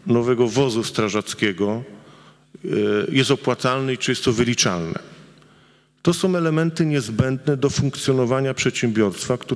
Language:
Polish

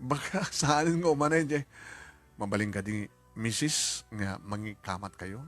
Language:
Iloko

